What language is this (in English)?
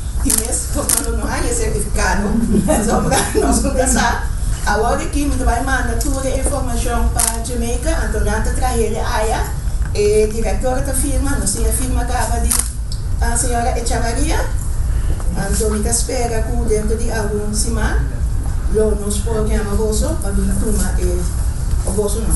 Papiamento